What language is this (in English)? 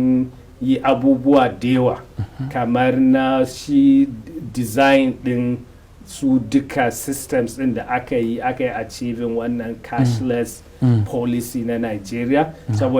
Hausa